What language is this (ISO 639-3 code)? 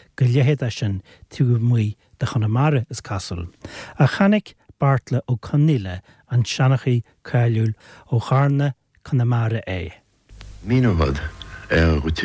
gle